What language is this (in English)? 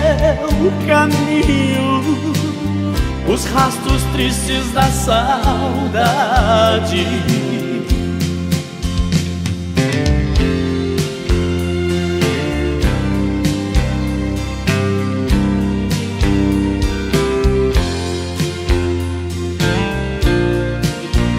Portuguese